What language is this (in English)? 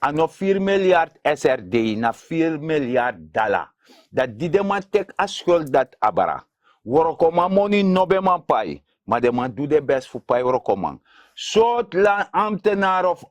Sranan Tongo